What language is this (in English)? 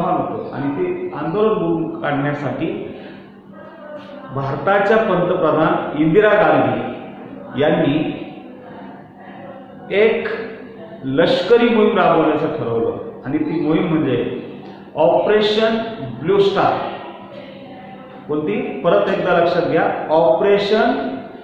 Marathi